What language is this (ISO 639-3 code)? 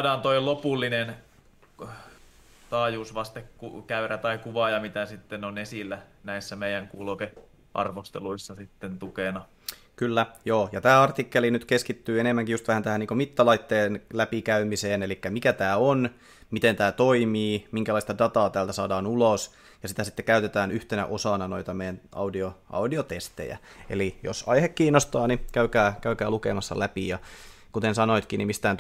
fin